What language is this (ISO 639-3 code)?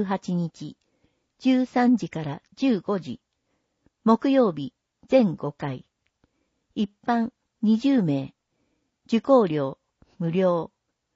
jpn